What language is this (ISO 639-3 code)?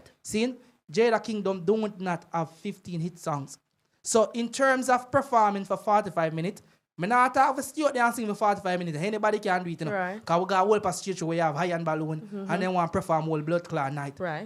jam